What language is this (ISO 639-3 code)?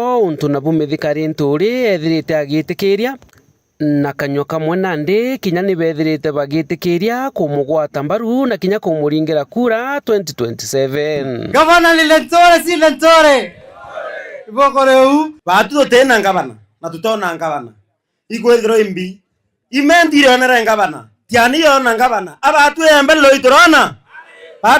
mer